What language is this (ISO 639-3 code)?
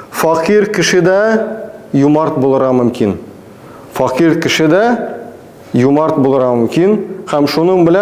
tat